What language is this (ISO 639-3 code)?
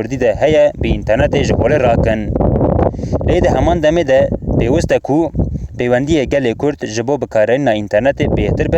kur